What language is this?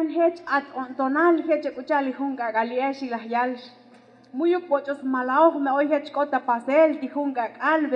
Tzotzil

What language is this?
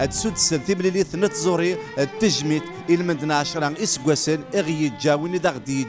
Kabyle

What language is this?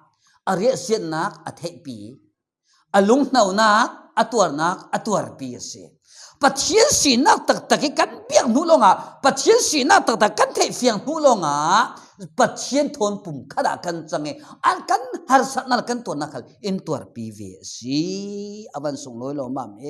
Falam Chin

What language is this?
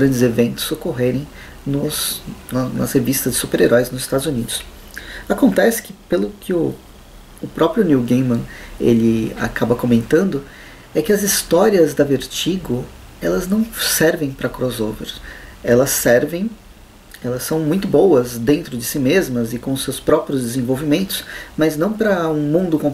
Portuguese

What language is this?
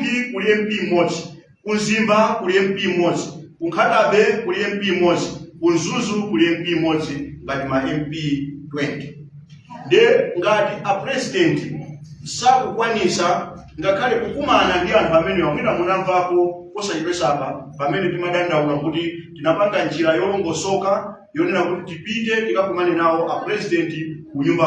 Nyanja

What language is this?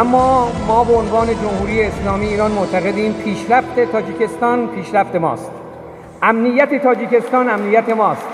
Tajik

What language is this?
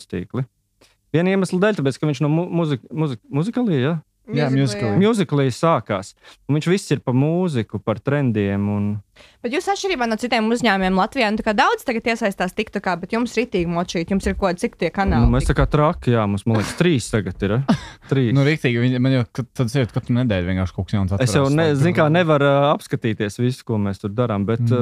Latvian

